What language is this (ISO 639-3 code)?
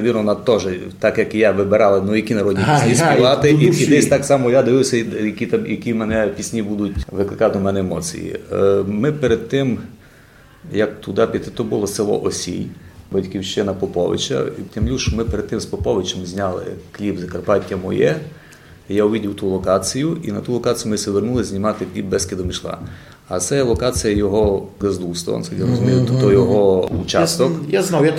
rue